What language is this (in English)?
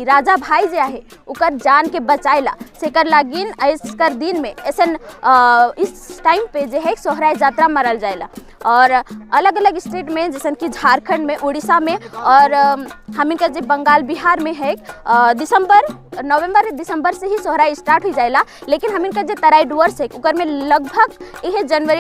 Sadri